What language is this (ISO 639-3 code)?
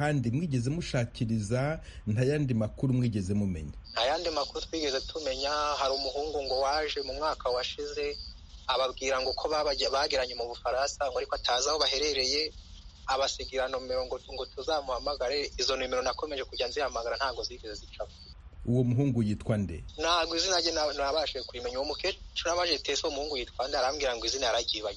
kin